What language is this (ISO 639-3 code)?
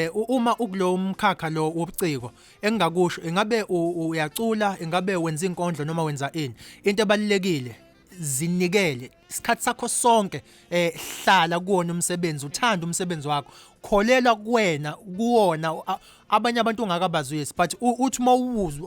zul